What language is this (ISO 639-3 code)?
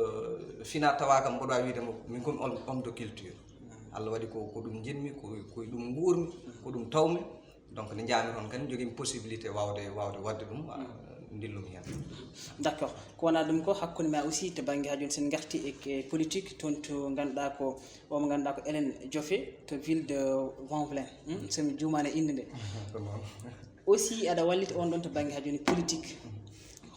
ful